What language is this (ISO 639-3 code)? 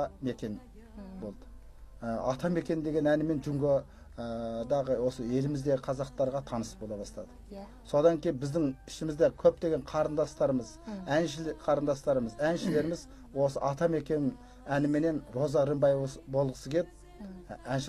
kaz